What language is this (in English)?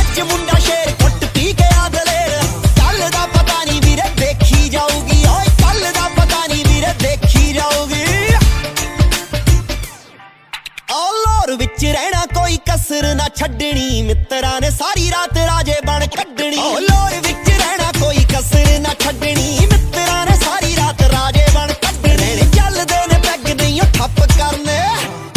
Punjabi